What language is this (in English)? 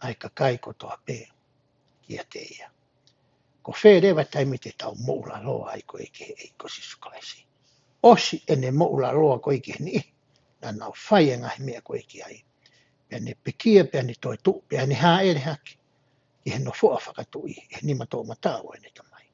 Tongan